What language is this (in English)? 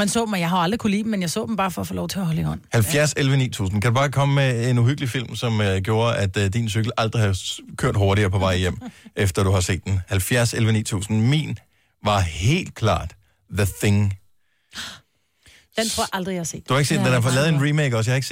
Danish